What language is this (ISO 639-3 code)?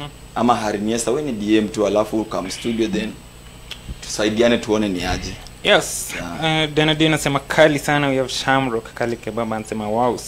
swa